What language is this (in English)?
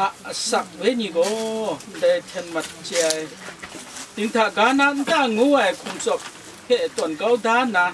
Kachin